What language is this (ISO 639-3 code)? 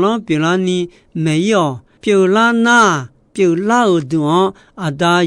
ahk